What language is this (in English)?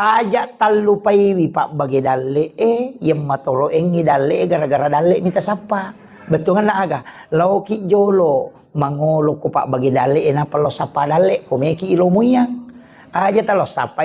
Buginese